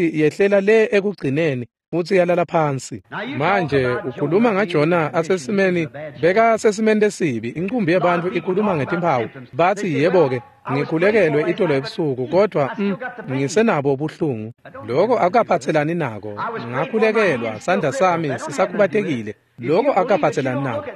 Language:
Swati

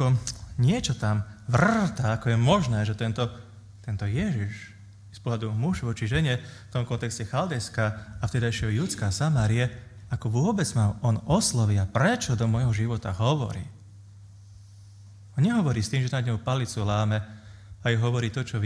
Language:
Slovak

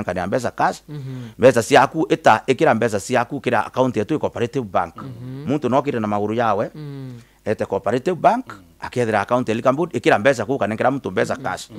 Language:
Meru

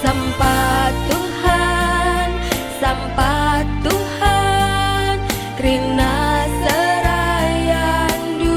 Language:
Batak Karo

